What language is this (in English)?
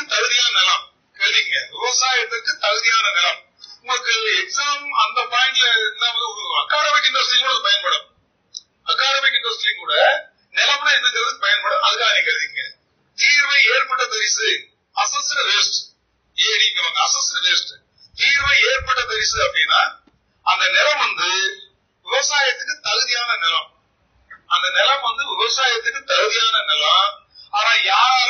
Tamil